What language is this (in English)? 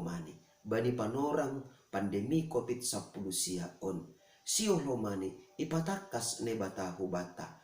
Batak Simalungun